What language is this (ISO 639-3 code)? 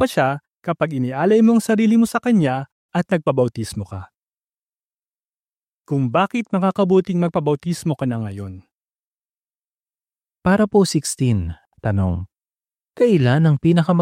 fil